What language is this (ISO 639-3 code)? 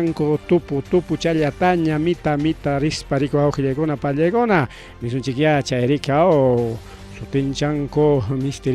quy